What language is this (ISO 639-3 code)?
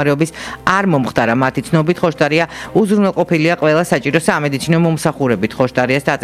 kat